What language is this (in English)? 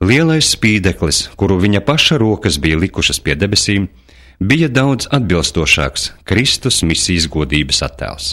Latvian